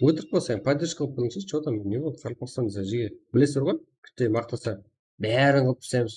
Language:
Kara-Kalpak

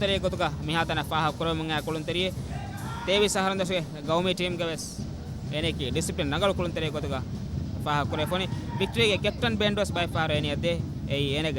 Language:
Divehi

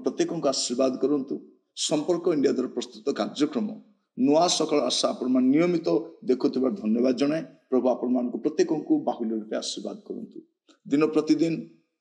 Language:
Odia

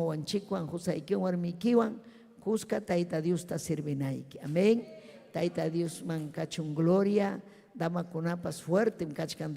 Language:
Ayacucho Quechua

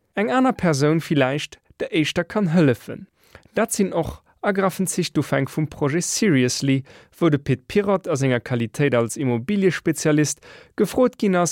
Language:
Luxembourgish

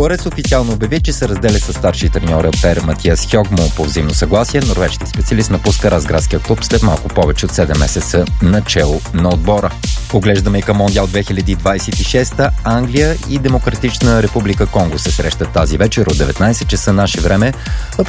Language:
Bulgarian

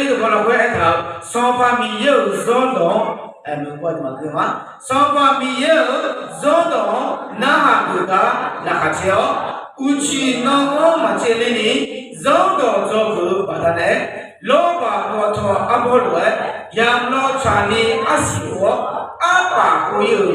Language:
Akha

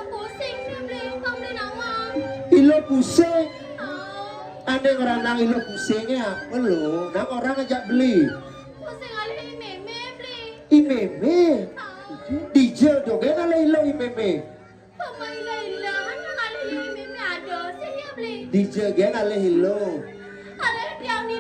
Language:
Balinese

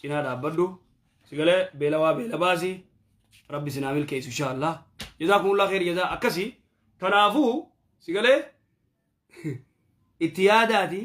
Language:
Oromo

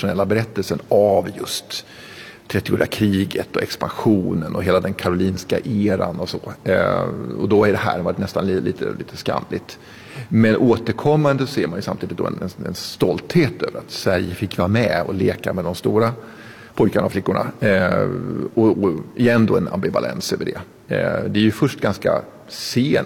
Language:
Swedish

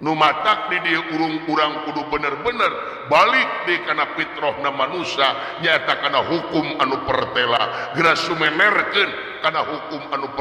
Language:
Sundanese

